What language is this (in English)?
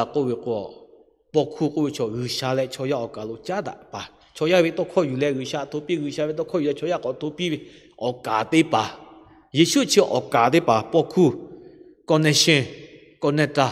Lahu